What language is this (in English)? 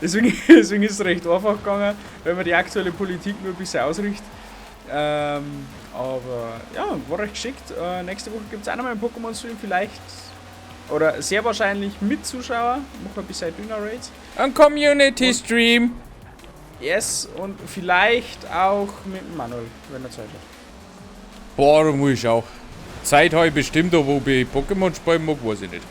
Bavarian